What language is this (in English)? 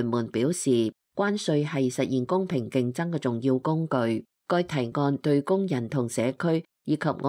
Cantonese